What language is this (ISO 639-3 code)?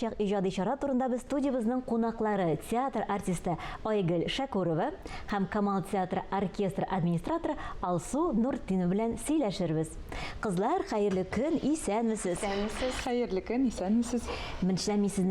tat